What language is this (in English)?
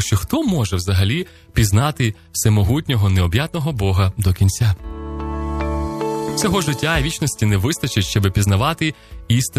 Ukrainian